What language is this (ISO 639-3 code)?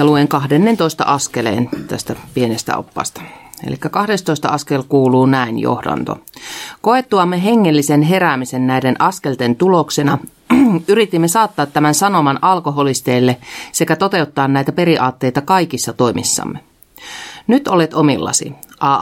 fin